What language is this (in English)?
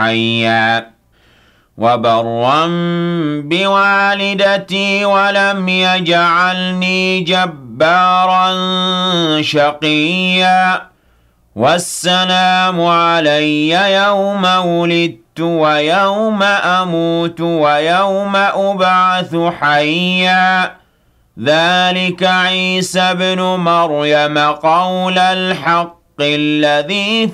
Arabic